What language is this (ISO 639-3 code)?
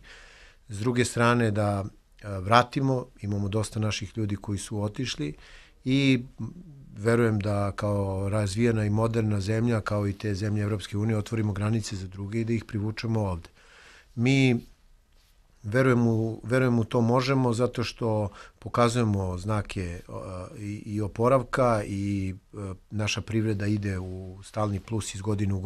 srp